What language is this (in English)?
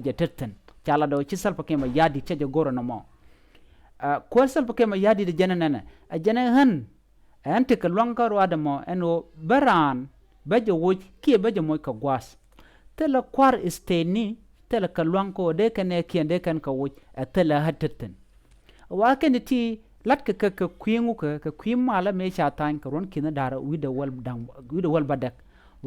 Nuer